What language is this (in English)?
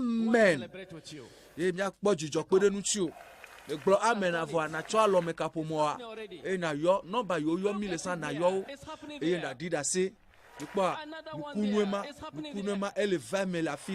Ewe